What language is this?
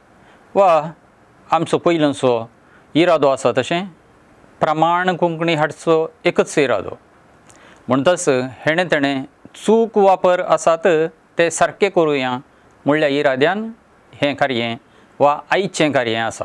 Konkani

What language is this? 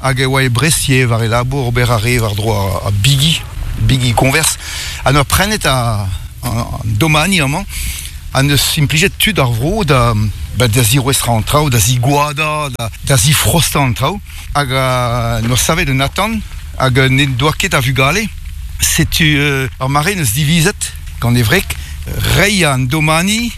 Breton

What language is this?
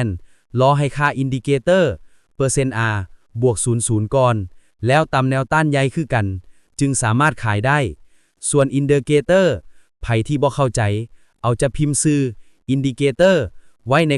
Lao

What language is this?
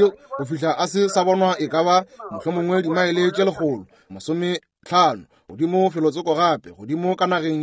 Northern Sotho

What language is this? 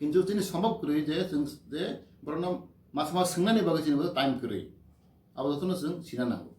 Kok Borok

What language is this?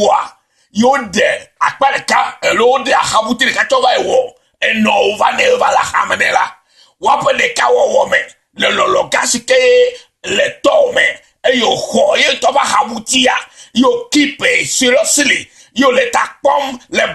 Ewe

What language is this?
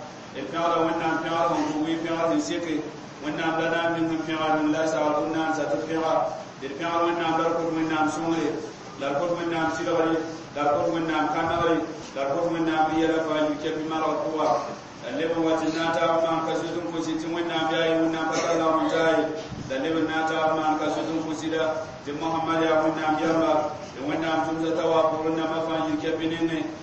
Mossi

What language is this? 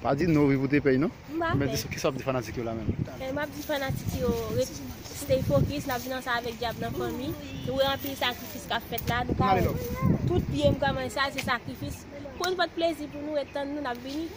Haitian Creole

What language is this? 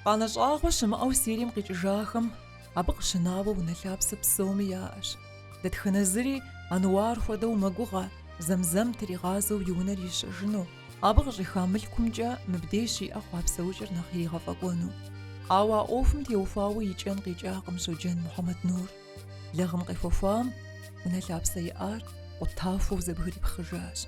Kabardian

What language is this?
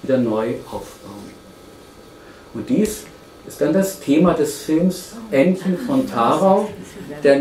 German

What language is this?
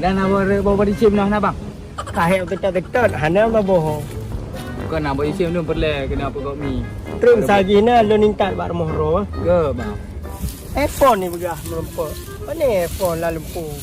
Achinese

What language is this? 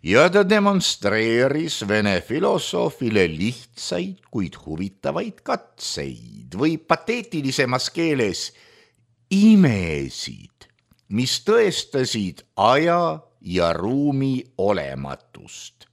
Estonian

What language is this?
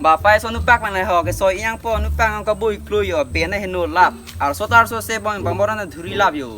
Karbi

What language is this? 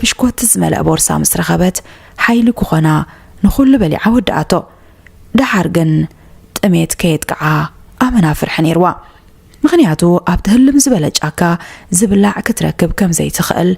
Tigrinya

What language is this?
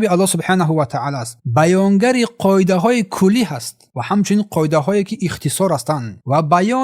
Tajik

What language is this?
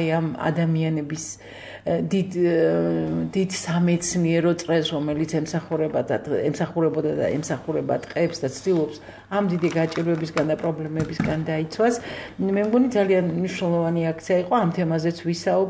Georgian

